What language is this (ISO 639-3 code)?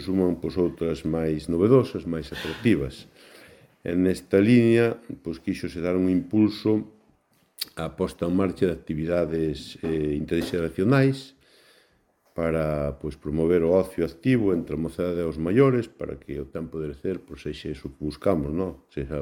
glg